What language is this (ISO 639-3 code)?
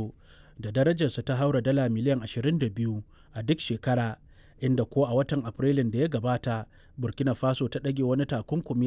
hau